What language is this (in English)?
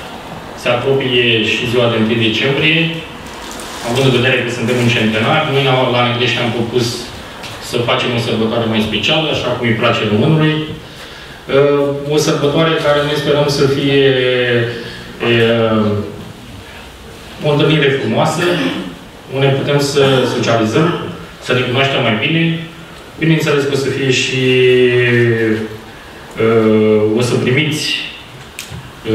Romanian